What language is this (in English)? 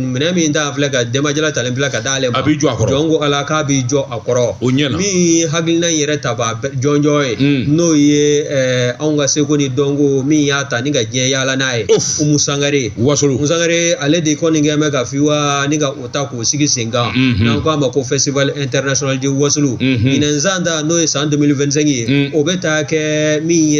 Bambara